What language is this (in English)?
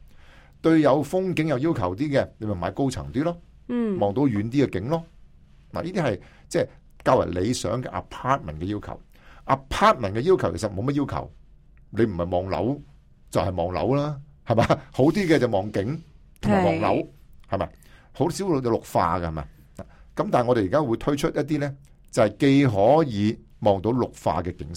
Cantonese